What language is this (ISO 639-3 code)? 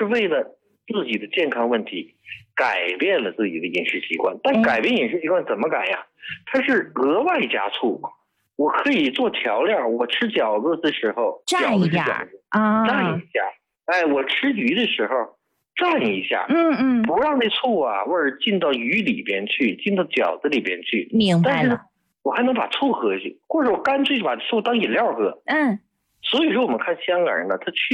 zho